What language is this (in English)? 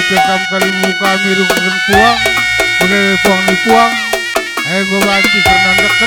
Batak Karo